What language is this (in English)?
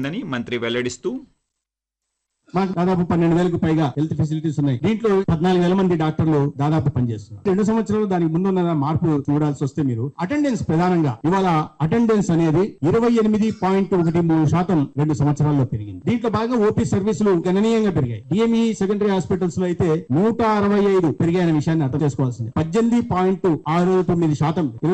Telugu